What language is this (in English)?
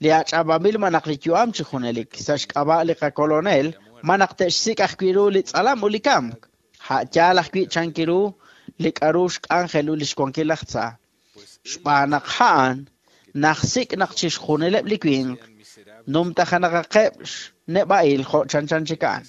Kekchí